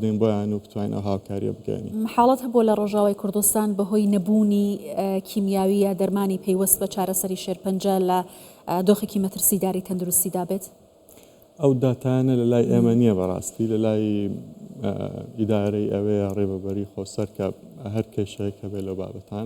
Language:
Central Kurdish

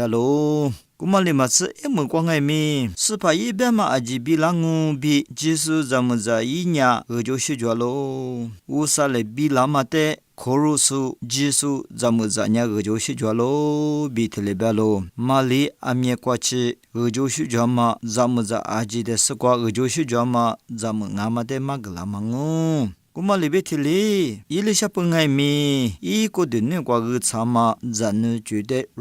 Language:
Lisu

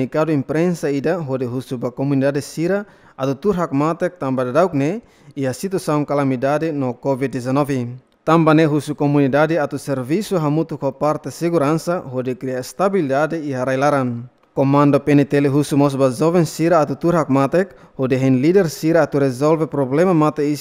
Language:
Tetum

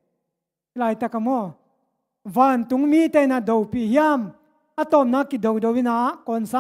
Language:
Tedim Chin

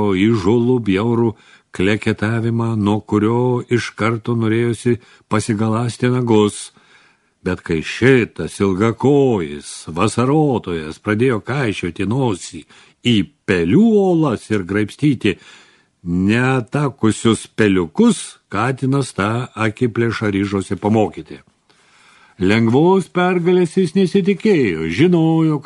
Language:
Lithuanian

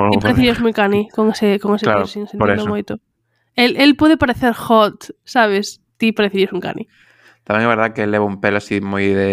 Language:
Galician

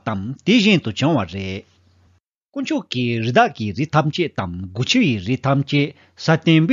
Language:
Tibetan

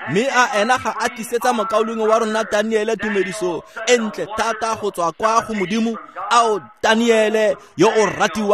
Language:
Tswana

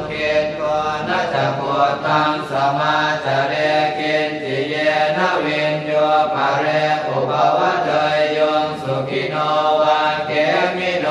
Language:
Pali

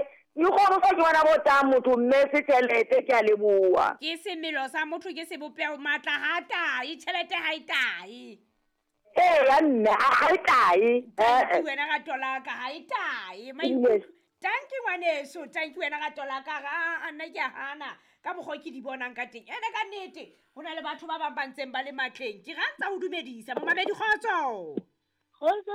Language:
Southern Sotho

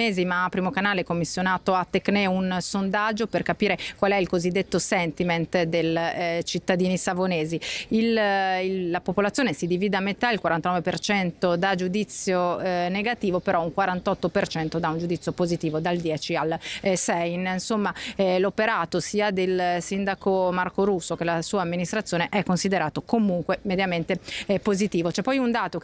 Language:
Italian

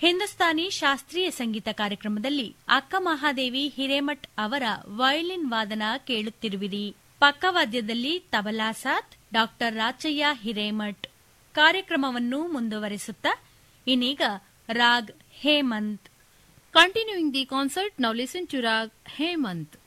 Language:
Kannada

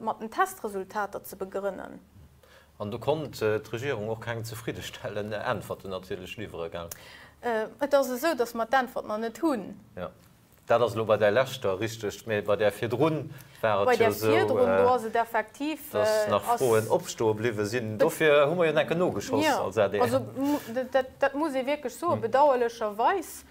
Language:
Luxembourgish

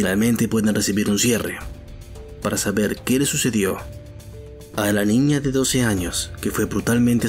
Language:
Spanish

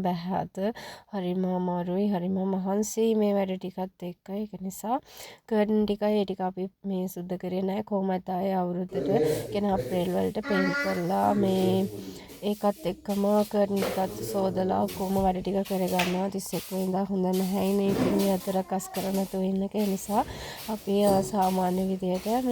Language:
Sinhala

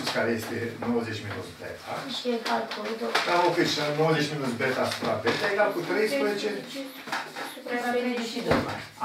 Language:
Romanian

